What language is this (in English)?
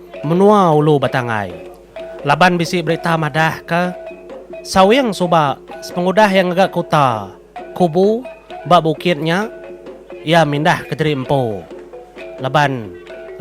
Iban